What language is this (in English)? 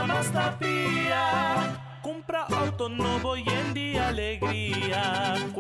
Papiamento